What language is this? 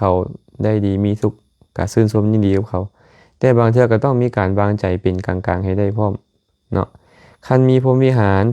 Lao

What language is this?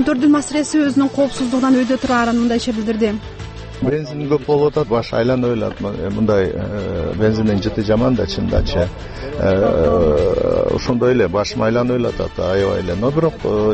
Kyrgyz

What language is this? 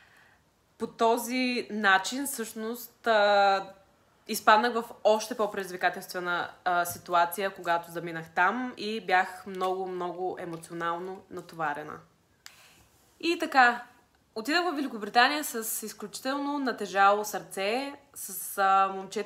Bulgarian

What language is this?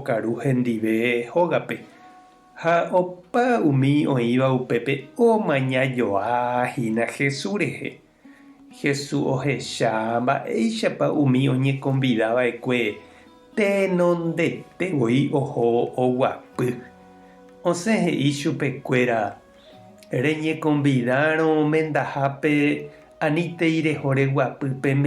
Guarani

